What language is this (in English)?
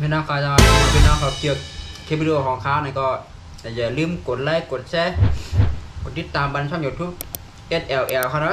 Shan